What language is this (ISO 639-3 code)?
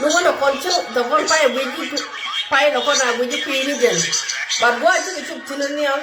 nus